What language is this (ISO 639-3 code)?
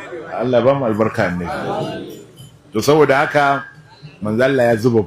hau